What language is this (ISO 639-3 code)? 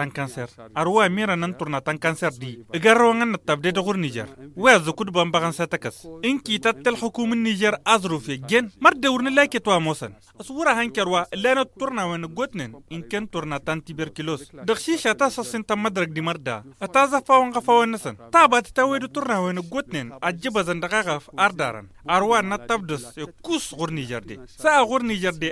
taq